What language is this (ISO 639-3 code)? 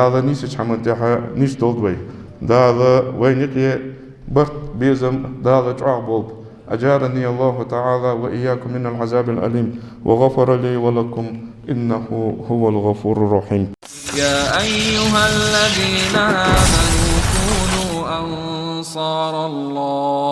inh